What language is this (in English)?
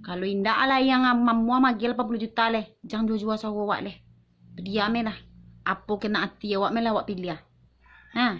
Minangkabau